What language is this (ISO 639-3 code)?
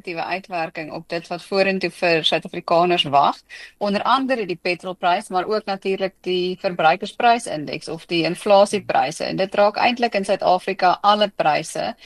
afr